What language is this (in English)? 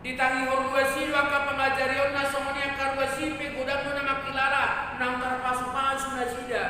Batak Toba